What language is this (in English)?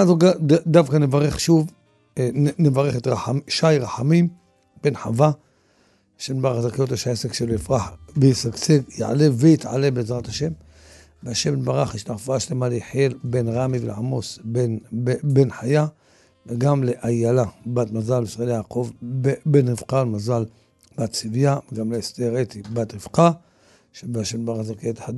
Hebrew